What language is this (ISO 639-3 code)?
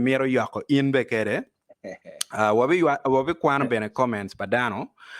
ach